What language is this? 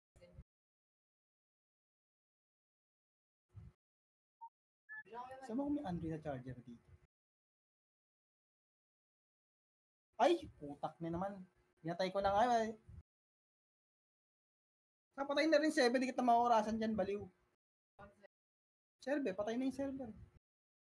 Filipino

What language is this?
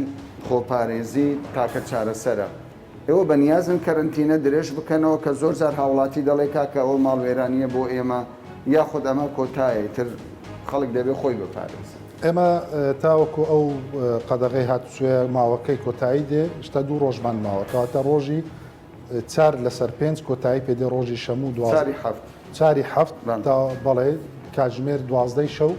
Central Kurdish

